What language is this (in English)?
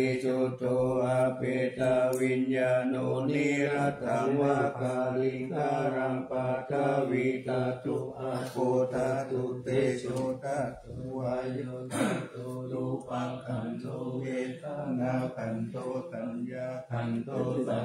Pali